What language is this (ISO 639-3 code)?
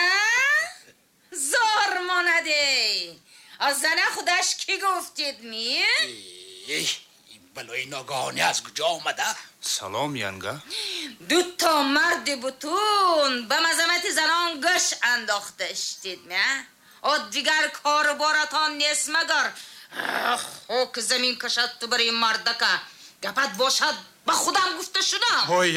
tgk